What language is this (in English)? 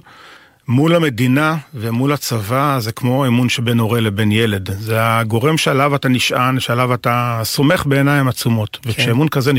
Hebrew